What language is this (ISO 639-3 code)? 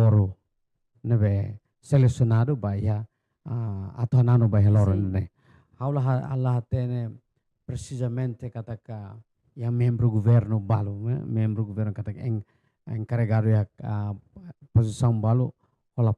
tet